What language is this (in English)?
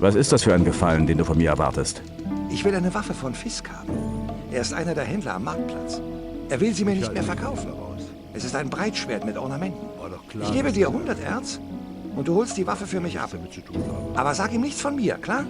Bavarian